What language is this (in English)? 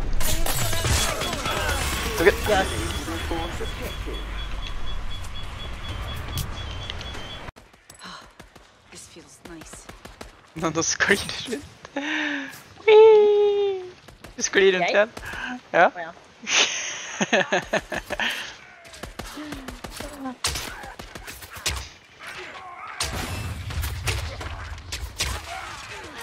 Norwegian